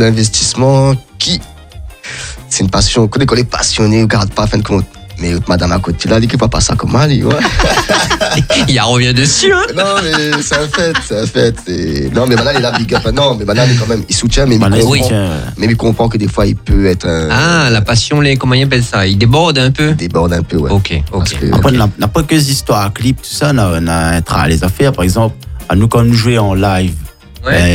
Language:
French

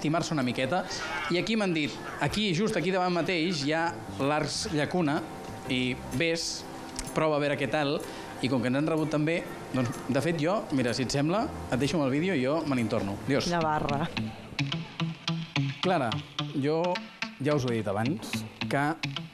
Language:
Catalan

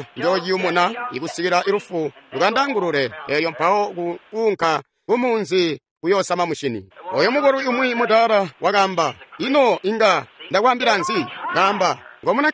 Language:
Tonga (Zambia)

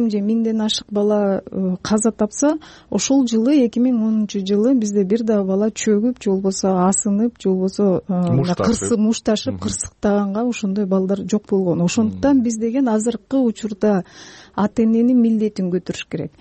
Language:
Kyrgyz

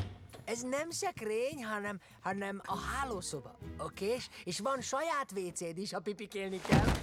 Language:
Hungarian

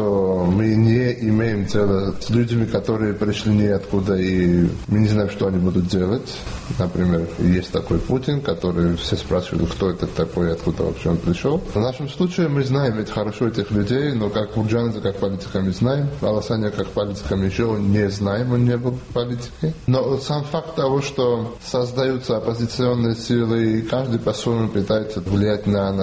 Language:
Russian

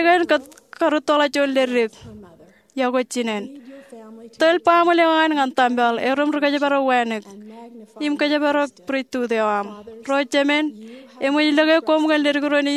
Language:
Marshallese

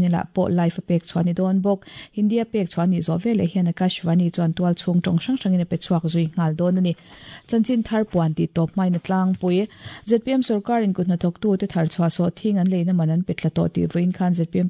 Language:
Mizo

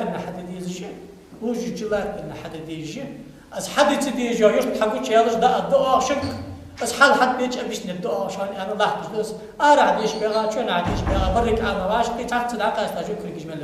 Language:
Ingush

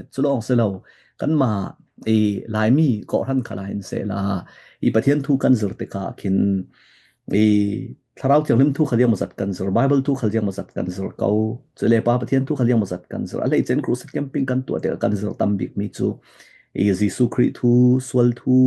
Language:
Falam Chin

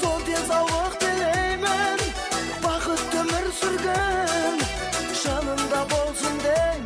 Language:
Kara-Kalpak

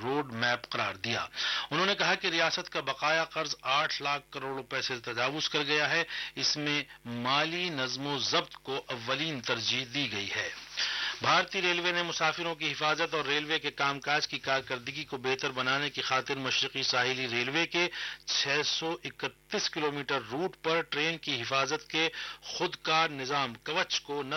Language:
Urdu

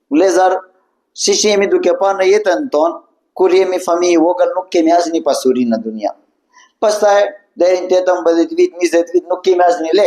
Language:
Albanian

